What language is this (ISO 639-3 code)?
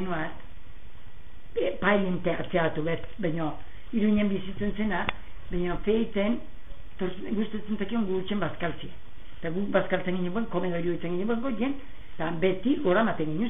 eus